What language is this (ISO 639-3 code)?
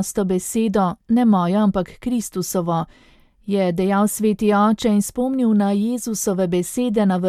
slv